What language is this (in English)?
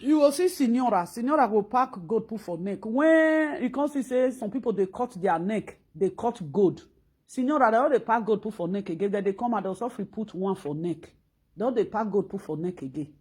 Nigerian Pidgin